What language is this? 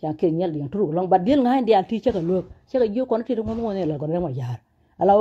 Nuer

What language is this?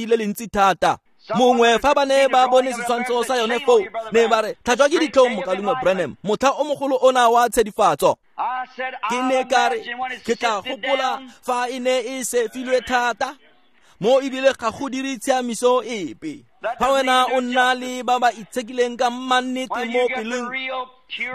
Tswana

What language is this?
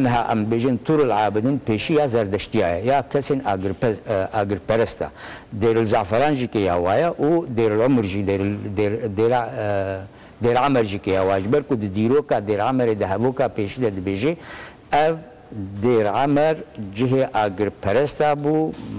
Kurdish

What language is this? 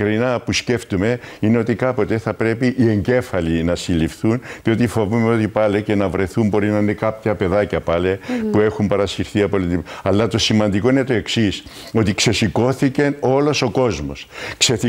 Greek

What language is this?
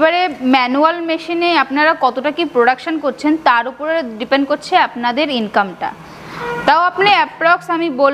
Bangla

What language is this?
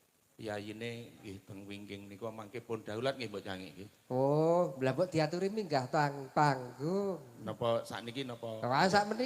Javanese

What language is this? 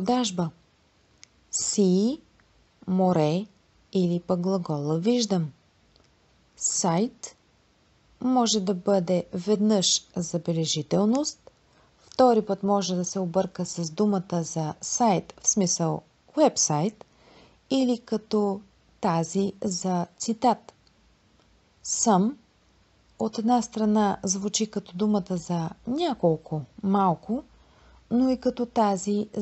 Bulgarian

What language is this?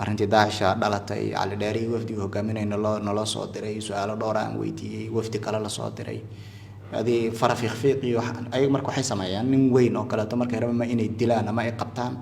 Somali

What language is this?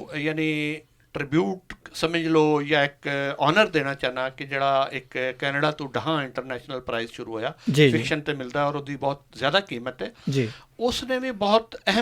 Western Panjabi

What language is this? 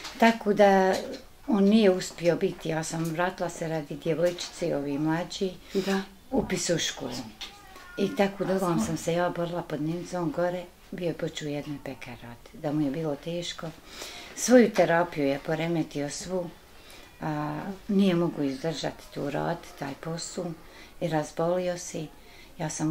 Bosnian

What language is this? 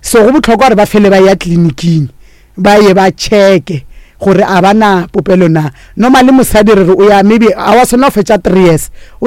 Northern Sotho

